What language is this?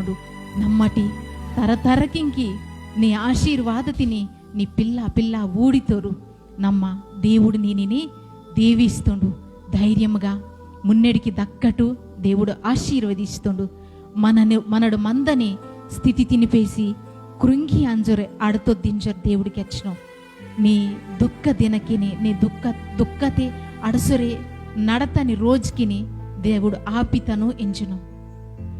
Koya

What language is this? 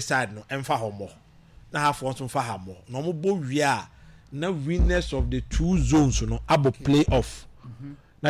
Akan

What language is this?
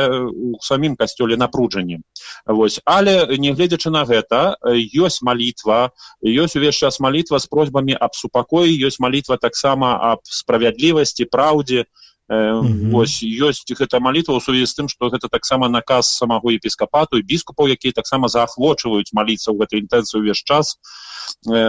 Belarusian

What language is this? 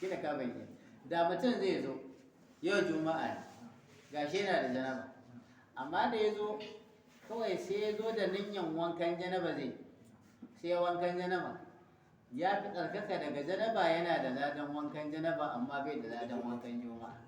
Hausa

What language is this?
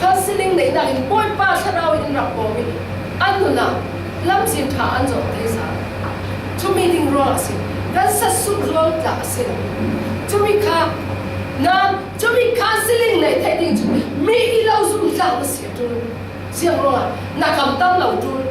Falam Chin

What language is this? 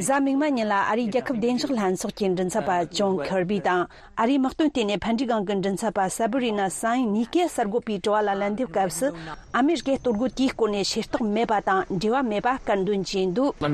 Tibetan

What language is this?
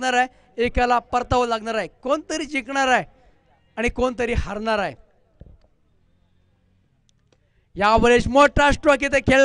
Marathi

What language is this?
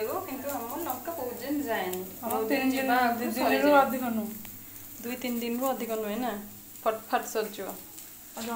Odia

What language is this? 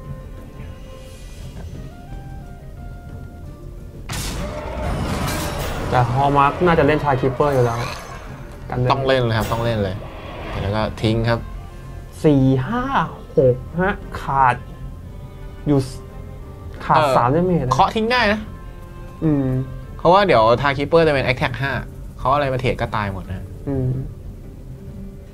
Thai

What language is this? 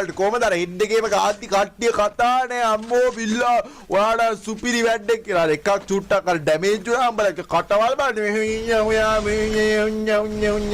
Sinhala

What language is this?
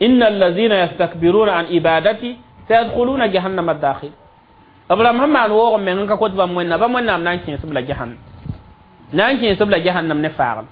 Mossi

